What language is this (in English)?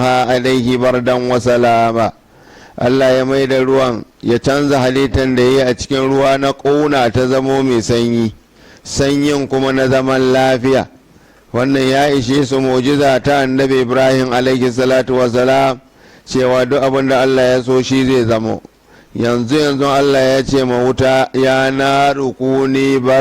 Hausa